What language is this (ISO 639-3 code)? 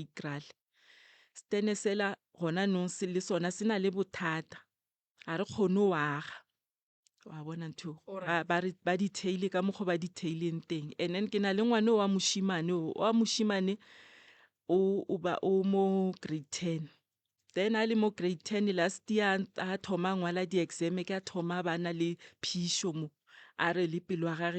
nso